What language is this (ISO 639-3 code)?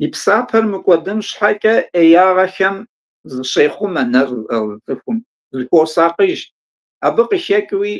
kbd